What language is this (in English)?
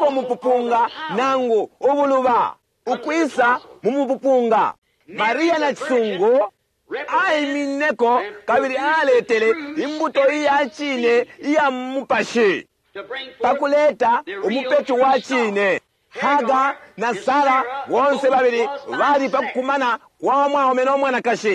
Bemba